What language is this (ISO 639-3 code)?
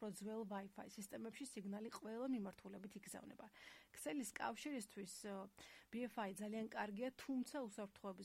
kat